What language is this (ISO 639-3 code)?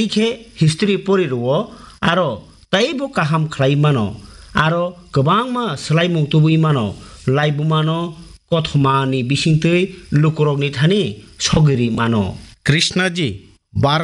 trp